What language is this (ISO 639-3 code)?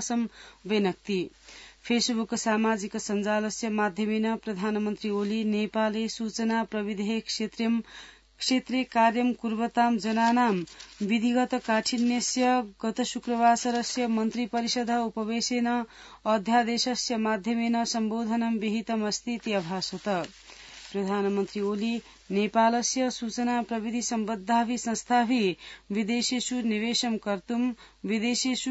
san